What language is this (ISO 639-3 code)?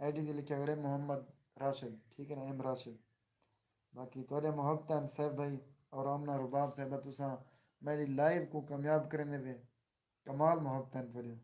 skr